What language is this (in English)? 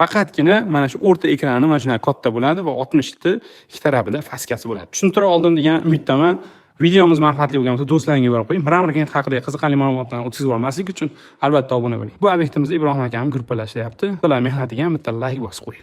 Uzbek